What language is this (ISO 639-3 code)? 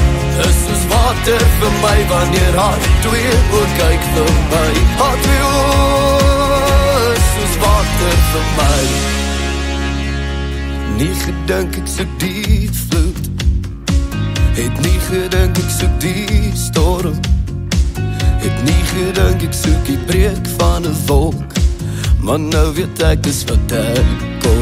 afr